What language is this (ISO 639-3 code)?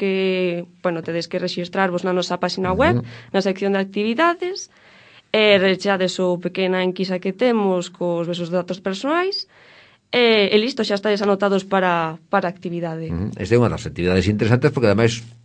glg